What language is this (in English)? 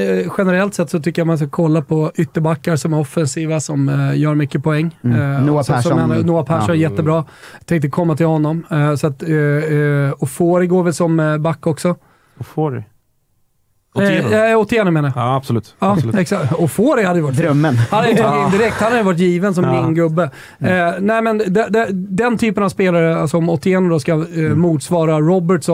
Swedish